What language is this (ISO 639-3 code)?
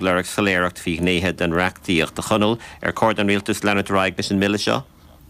gle